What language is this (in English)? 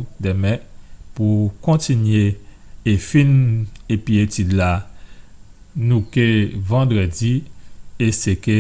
Guadeloupean Creole French